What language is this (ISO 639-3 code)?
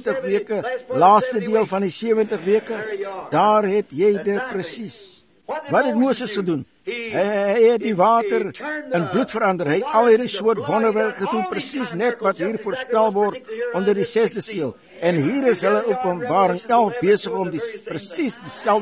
afr